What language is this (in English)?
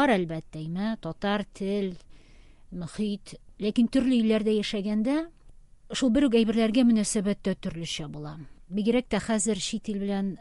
Tatar